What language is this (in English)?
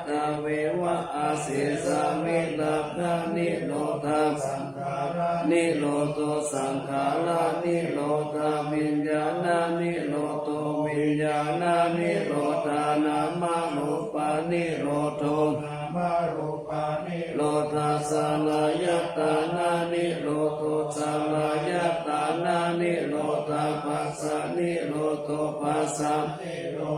Pali